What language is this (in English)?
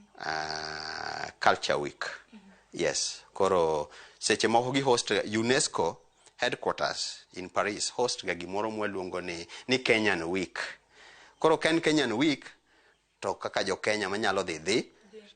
Luo (Kenya and Tanzania)